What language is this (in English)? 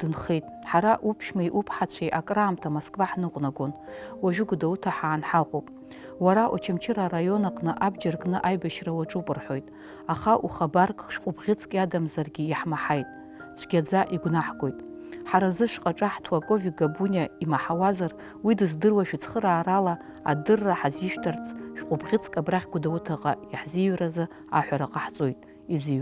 Abkhazian